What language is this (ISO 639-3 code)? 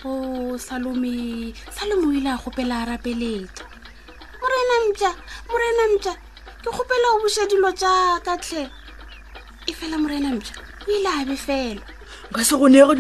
nso